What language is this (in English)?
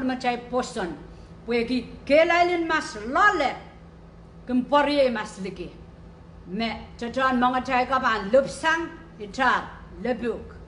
Pohnpeian